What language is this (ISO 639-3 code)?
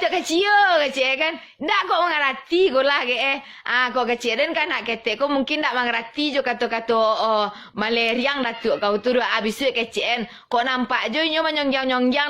min